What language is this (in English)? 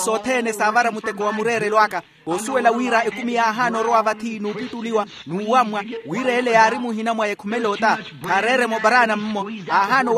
Makhuwa